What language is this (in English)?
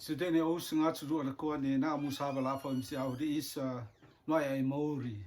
Rotuman